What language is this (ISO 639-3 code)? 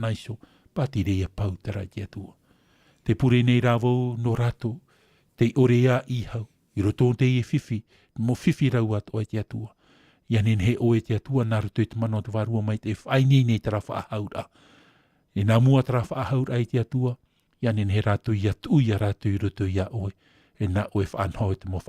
tah